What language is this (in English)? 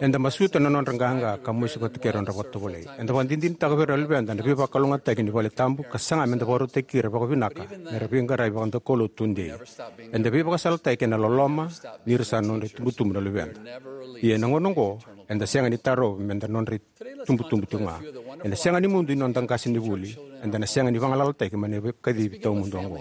Fijian